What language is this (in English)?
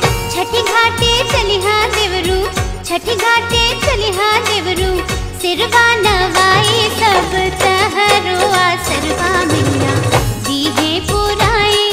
Bhojpuri